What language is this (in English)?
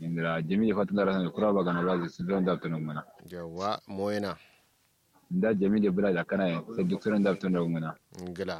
Kanuri